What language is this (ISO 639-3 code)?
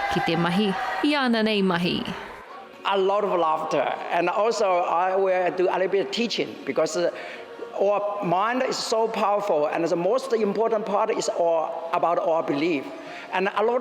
mri